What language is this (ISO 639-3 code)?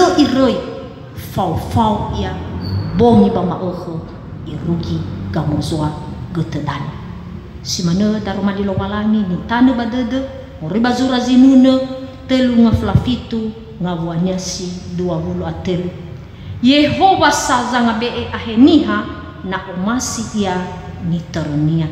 nia